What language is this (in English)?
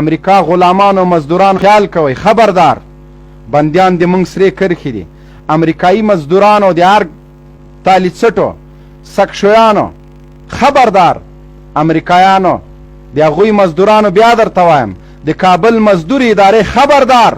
Pashto